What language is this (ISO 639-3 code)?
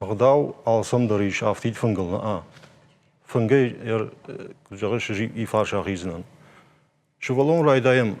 oss